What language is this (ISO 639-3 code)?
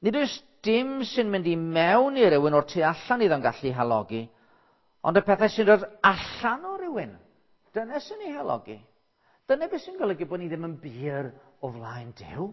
cym